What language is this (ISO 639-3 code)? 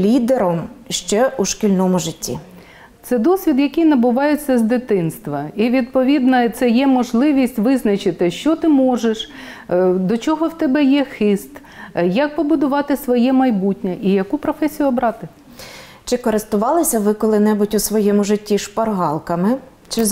ukr